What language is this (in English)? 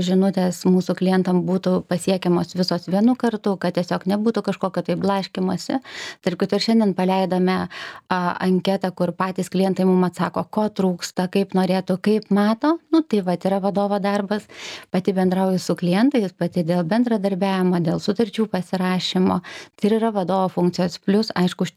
Lithuanian